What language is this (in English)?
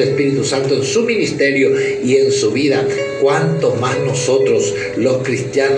Spanish